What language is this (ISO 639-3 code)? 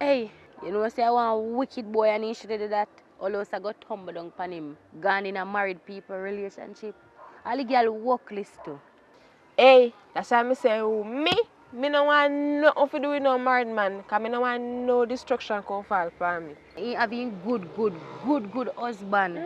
jam